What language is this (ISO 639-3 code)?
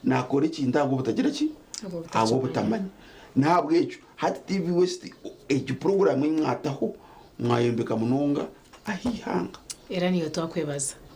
nyn